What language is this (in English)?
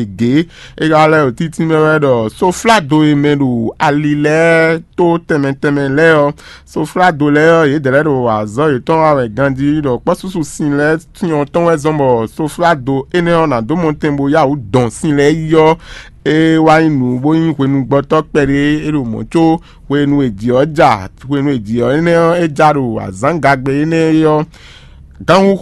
Fon